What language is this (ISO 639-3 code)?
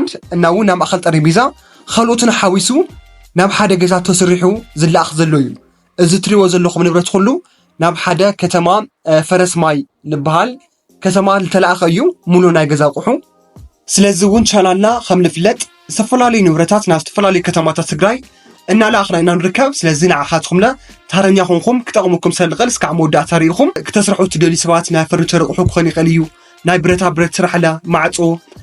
tir